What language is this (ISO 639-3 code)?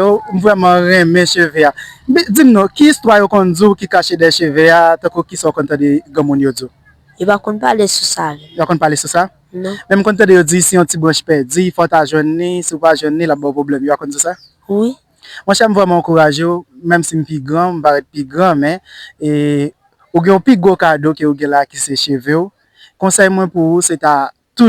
hat